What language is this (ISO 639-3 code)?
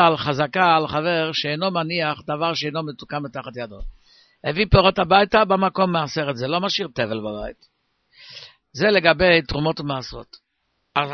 heb